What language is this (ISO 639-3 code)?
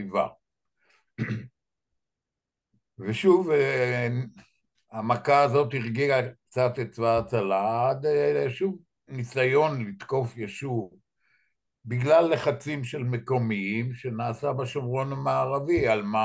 heb